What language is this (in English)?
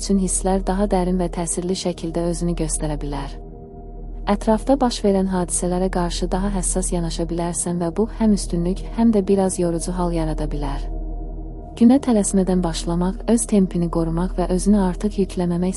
Azerbaijani